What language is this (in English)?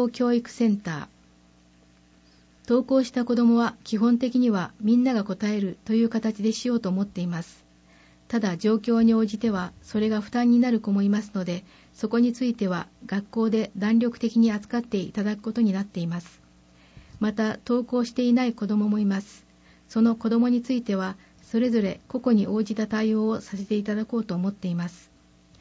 Japanese